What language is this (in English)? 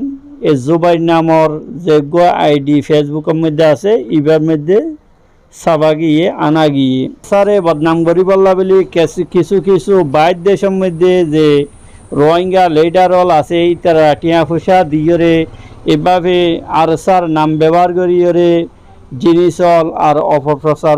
Rohingya